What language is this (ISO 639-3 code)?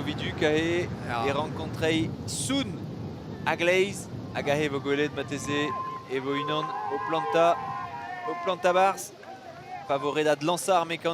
bre